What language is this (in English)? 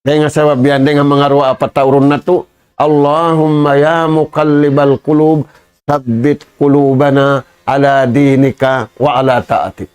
Tausug